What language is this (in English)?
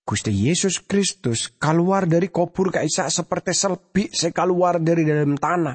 Madurese